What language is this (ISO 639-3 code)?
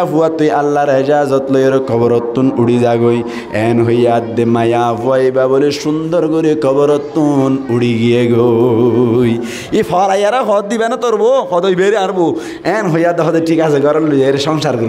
rhg